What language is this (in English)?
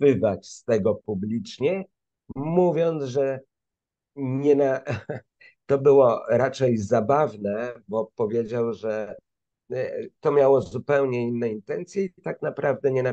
Polish